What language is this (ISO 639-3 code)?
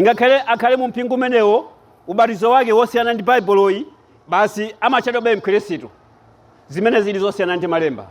nya